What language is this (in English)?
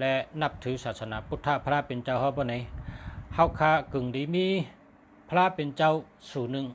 Shan